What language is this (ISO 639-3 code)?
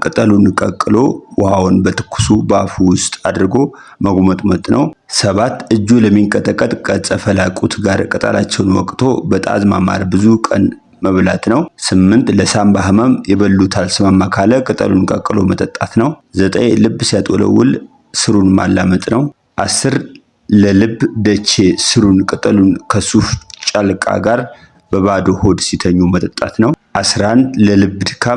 amh